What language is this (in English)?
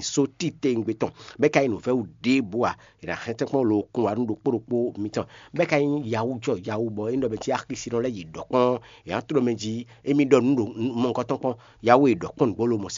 Fon